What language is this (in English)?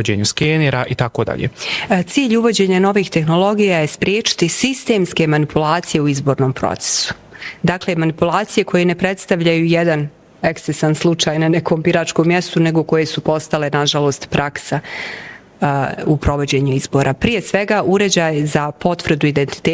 Bosnian